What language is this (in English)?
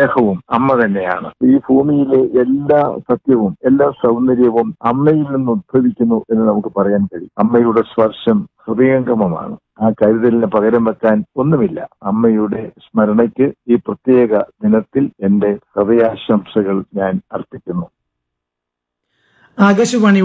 Malayalam